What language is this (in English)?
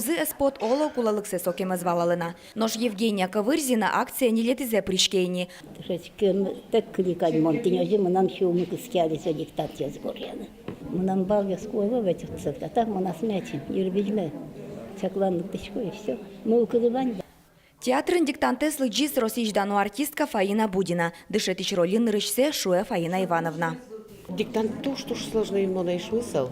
Udmurt